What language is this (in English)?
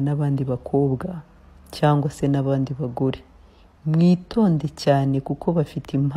Kinyarwanda